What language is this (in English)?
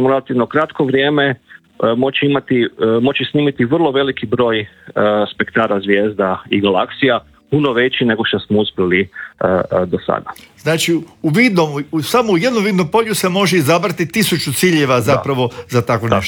Croatian